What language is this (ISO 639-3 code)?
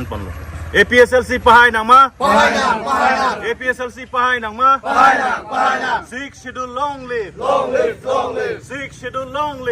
mjw